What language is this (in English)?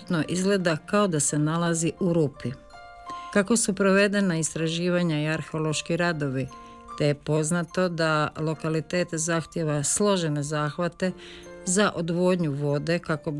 Croatian